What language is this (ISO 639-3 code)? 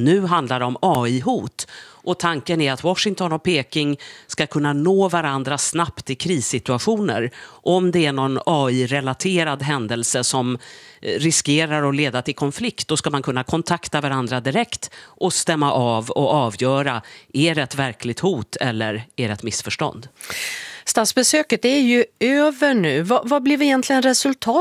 swe